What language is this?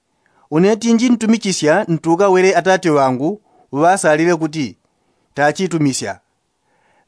Yao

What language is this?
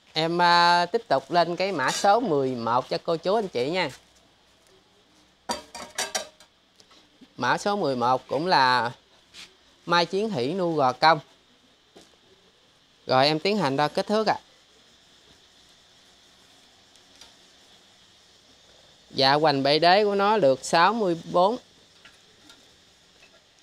Vietnamese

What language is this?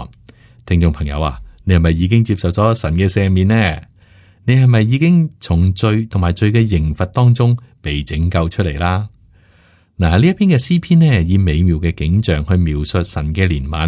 Cantonese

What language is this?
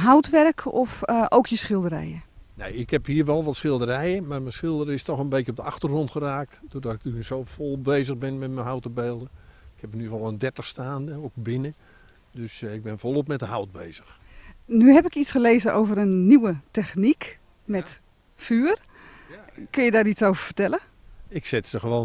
Dutch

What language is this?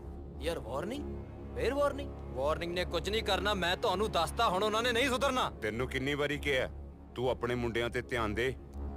Punjabi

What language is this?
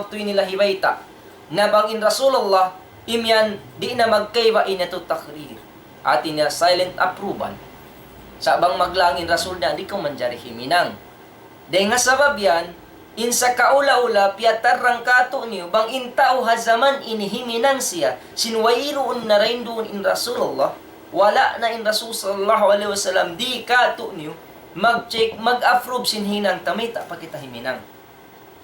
Tausug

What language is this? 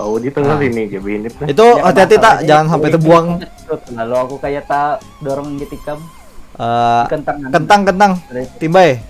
Banjar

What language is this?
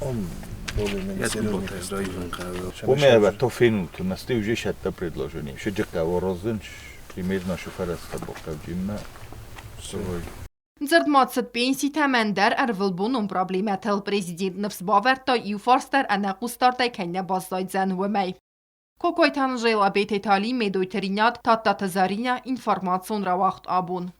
Ossetic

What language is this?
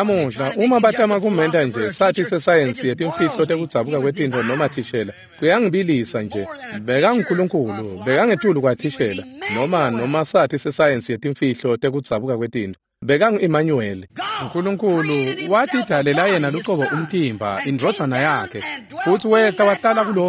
Swati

